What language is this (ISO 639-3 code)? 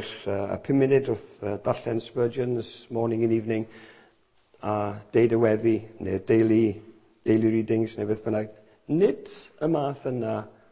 cym